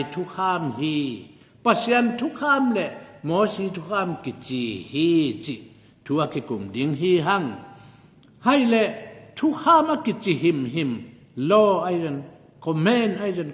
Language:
Tedim Chin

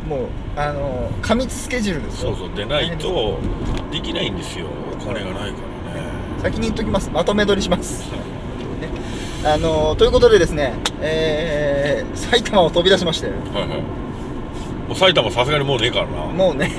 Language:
Japanese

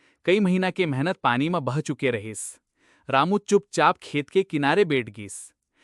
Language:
Chhattisgarhi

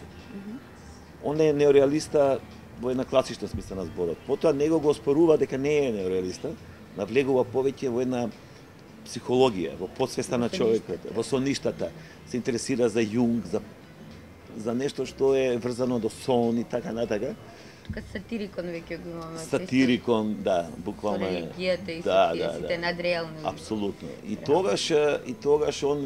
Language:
Macedonian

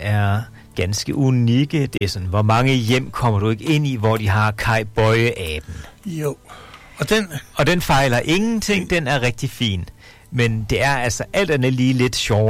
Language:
Danish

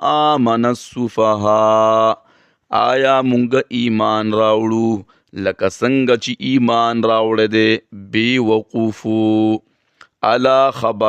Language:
Pashto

